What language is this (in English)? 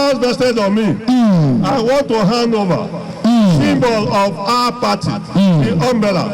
Nigerian Pidgin